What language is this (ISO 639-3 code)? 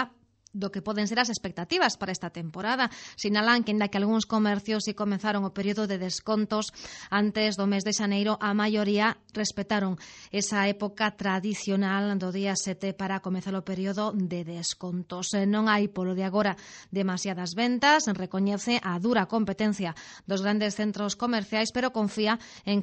glg